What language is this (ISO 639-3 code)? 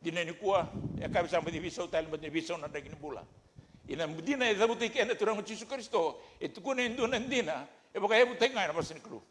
fij